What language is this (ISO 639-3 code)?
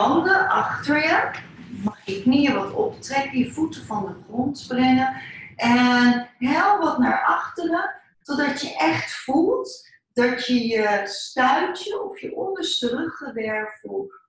nld